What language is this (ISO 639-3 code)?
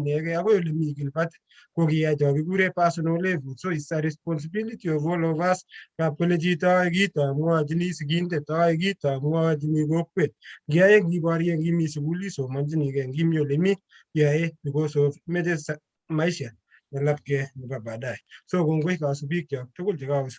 kln